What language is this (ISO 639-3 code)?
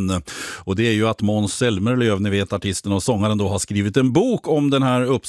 swe